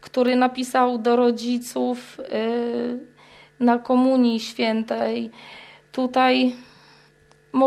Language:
Polish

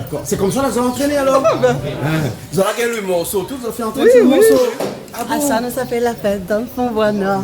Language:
Réunion Creole French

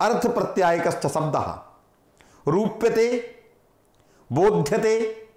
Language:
Sanskrit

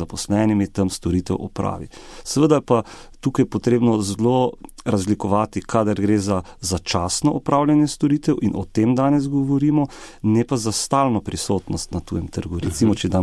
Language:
Slovenian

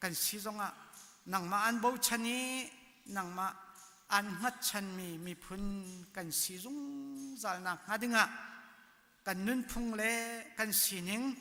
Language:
Hakha Chin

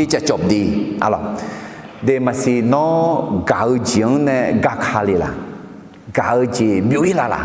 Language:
Akha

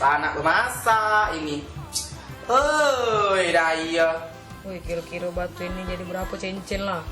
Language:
Musi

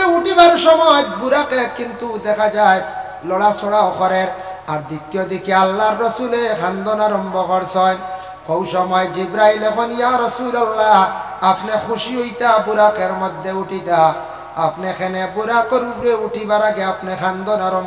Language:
Sylheti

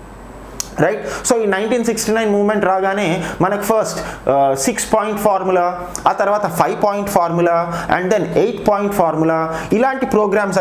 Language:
Telugu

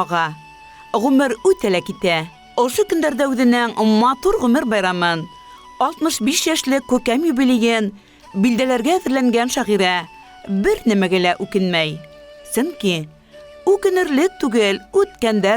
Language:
Bashkir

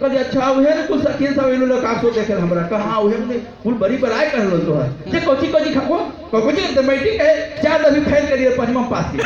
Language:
Magahi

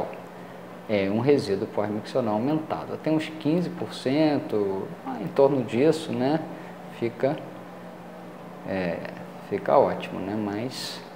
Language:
Portuguese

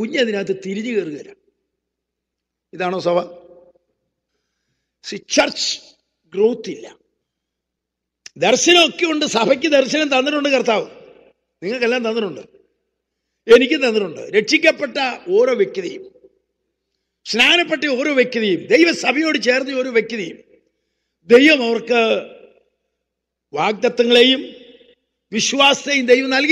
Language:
Malayalam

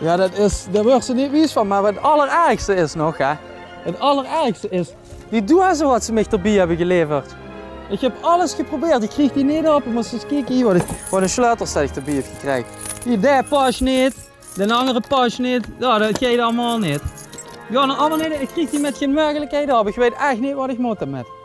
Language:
Limburgish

